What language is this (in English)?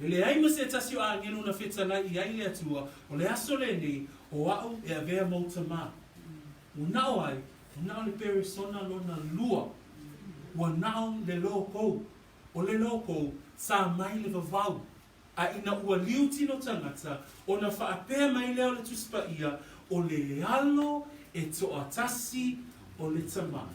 Samoan